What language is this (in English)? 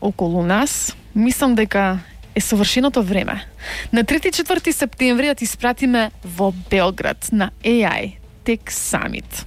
Macedonian